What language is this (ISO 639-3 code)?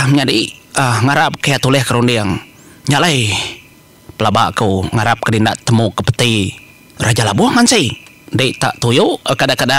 iba